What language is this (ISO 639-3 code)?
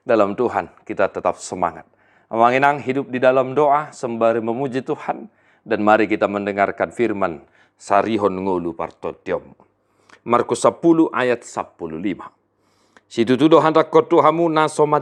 bbc